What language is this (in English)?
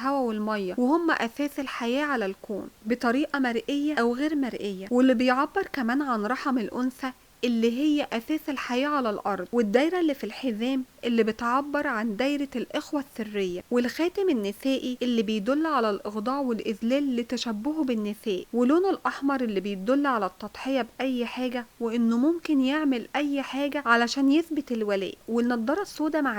Egyptian Arabic